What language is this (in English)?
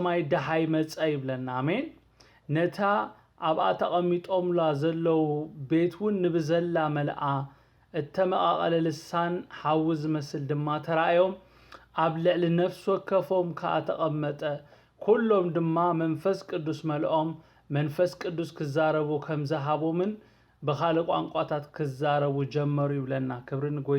Tigrinya